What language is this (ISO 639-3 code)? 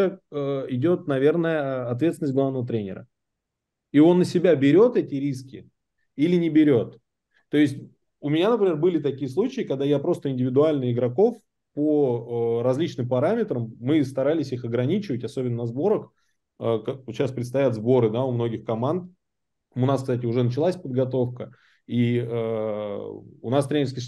rus